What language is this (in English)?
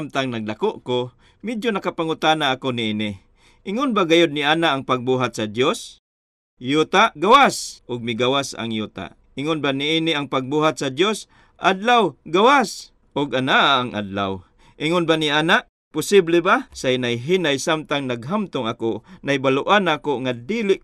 Cebuano